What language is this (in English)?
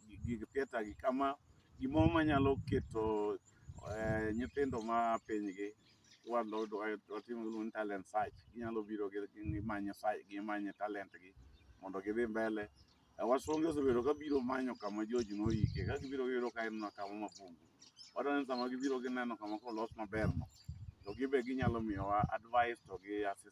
Luo (Kenya and Tanzania)